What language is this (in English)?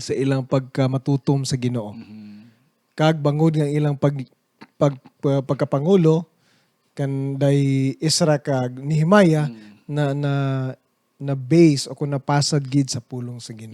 Hiligaynon